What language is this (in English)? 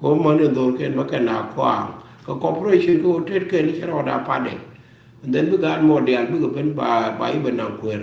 Nuer